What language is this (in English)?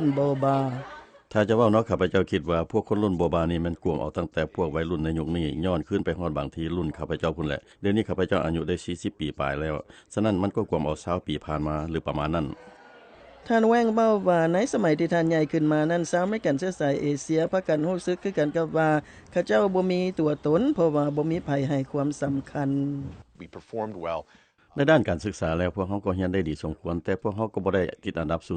Lao